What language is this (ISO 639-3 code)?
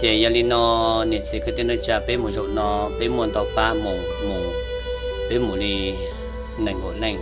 hmn